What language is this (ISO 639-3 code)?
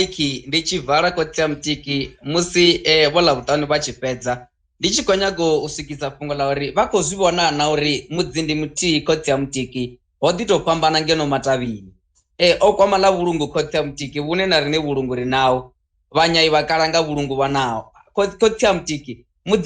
ven